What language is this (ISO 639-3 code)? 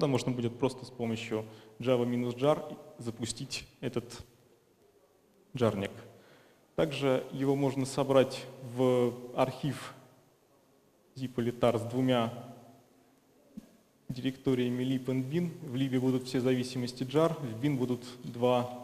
rus